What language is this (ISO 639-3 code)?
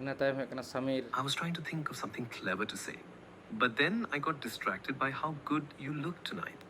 sat